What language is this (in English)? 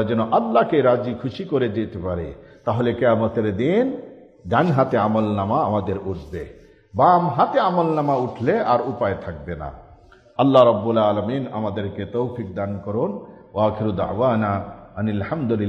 Bangla